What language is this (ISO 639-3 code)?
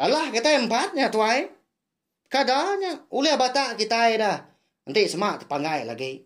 iba